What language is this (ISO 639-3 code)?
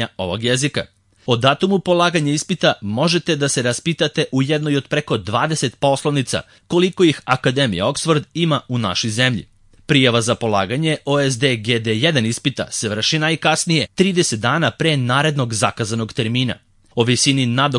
srp